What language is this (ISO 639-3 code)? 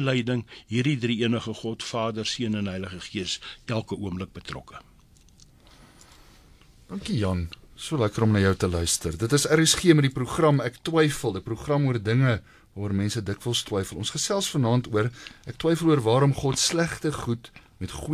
afr